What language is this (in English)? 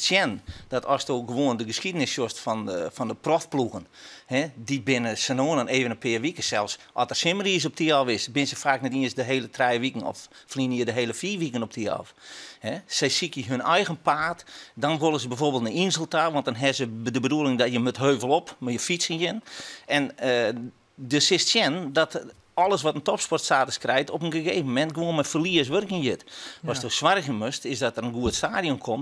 Western Frisian